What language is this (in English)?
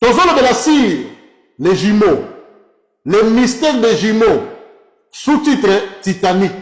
Lingala